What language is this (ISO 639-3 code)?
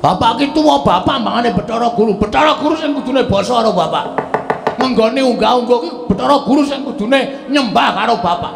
jav